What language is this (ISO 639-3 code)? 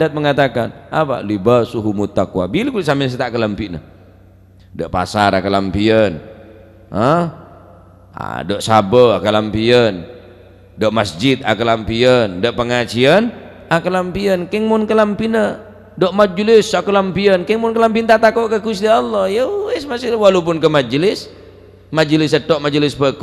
mad